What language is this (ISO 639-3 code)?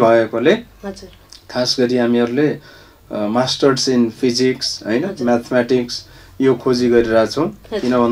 nep